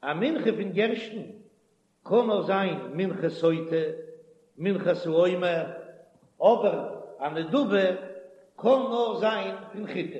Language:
Yiddish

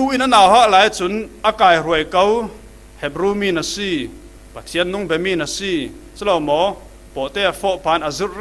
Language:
Falam Chin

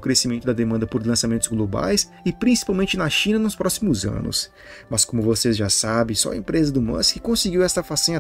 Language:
Portuguese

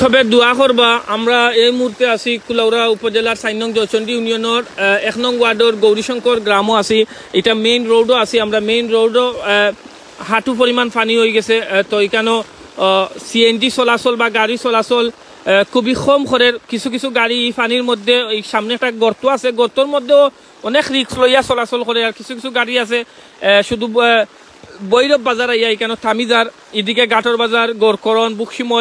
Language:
Sylheti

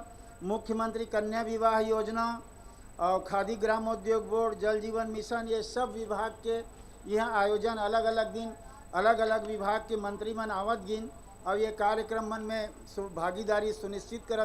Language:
Chhattisgarhi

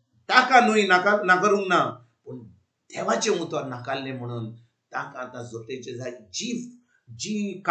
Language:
Konkani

